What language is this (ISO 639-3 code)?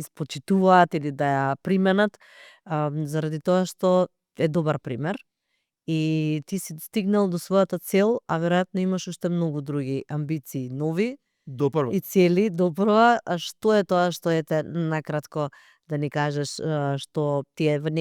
mkd